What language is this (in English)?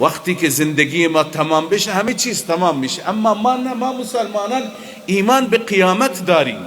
Persian